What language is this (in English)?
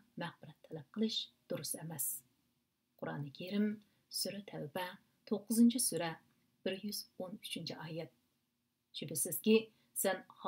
Uyghur